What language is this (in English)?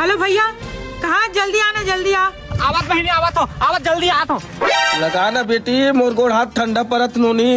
Chhattisgarhi